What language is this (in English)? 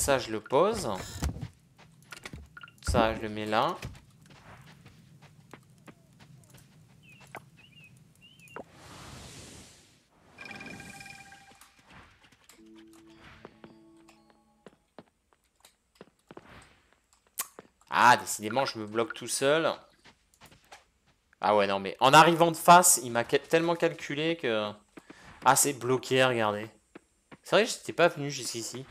French